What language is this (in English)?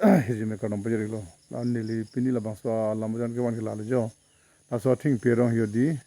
Karbi